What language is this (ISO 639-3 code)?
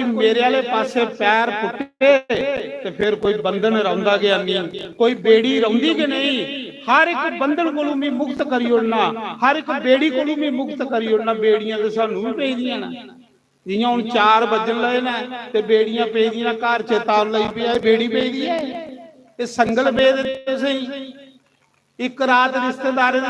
doi